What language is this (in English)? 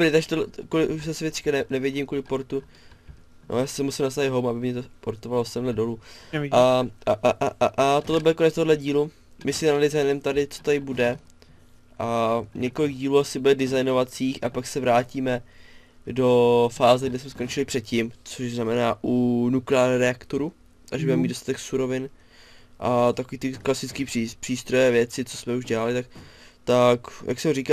Czech